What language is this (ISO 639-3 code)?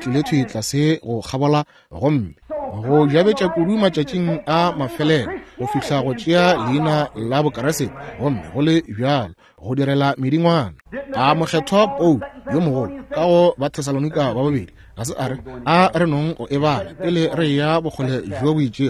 nso